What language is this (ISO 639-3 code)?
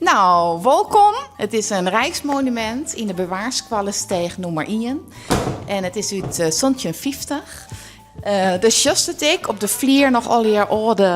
fry